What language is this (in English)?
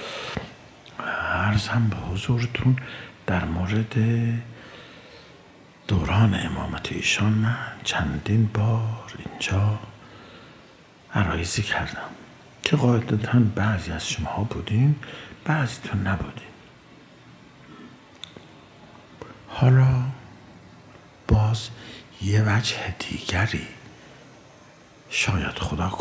Persian